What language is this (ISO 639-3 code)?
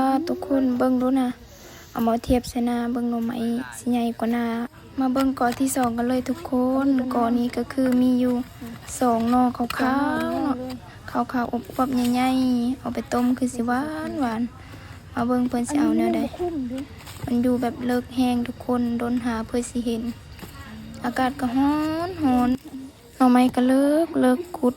lao